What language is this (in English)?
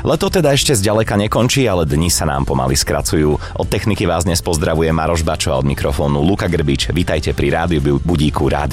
Slovak